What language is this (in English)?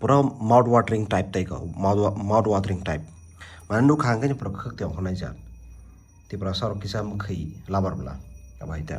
Kok Borok